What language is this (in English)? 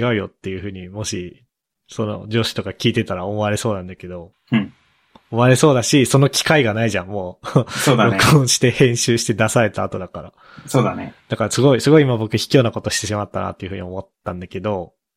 Japanese